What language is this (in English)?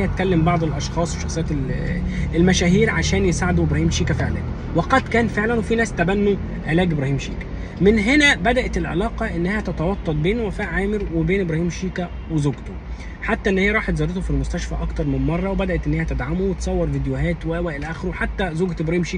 Egyptian Arabic